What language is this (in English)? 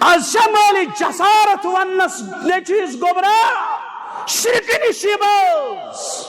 Kashmiri